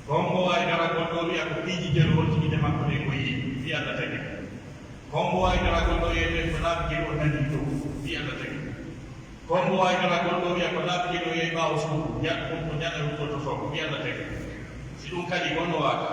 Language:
Pular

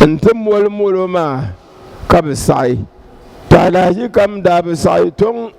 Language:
Dagbani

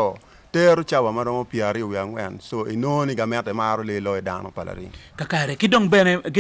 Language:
Acoli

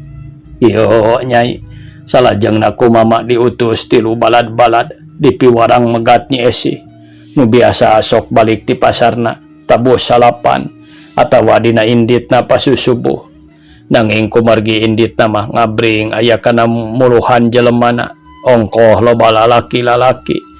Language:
Sundanese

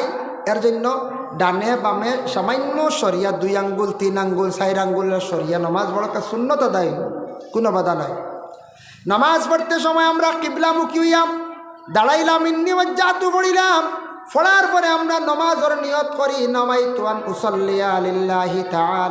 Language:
Sylheti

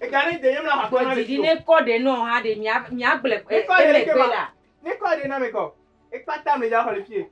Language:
Ewe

